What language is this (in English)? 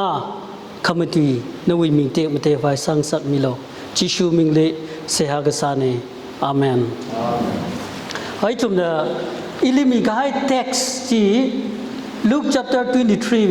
Tangkhul Naga (India)